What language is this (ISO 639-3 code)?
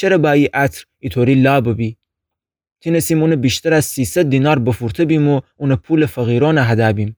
glk